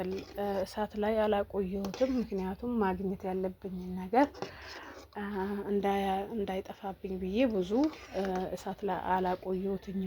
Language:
Amharic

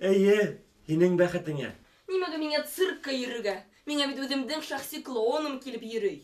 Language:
Bashkir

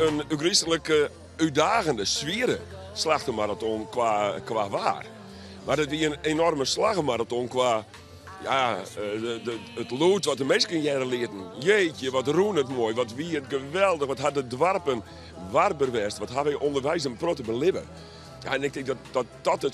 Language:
Western Frisian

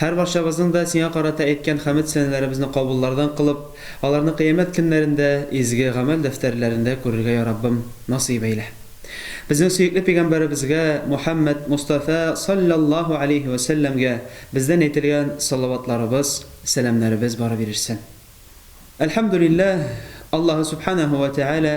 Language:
Tatar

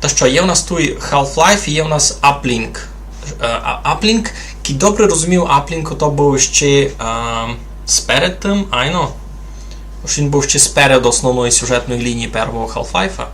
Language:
Rusyn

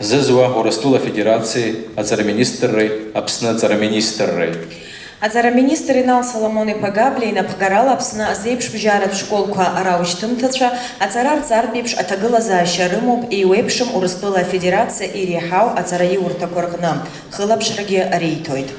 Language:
Abkhazian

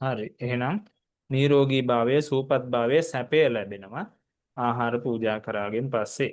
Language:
Sinhala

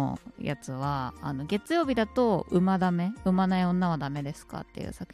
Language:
Japanese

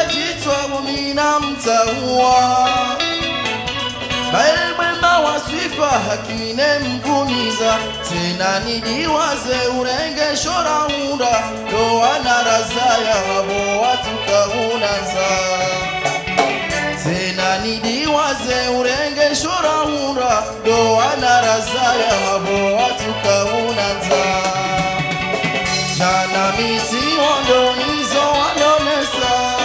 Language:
Swahili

